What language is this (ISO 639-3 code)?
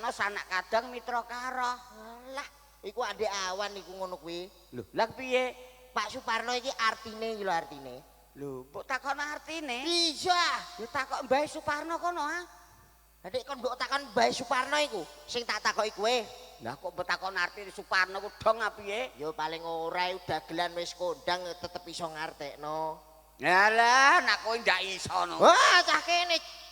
jav